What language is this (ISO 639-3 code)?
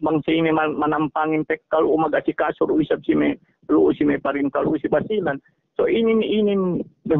yka